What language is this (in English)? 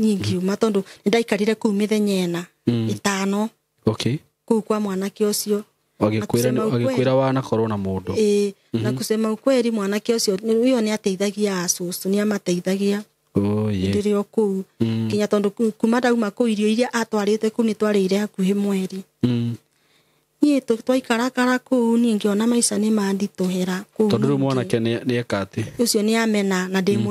Kikuyu